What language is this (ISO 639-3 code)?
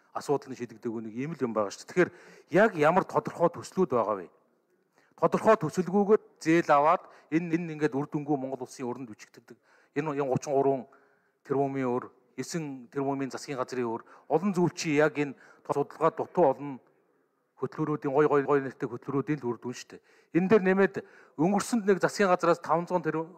mon